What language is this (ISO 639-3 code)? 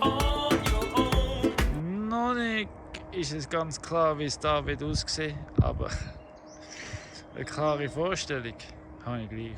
gsw